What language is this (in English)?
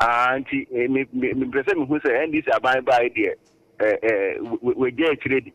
Akan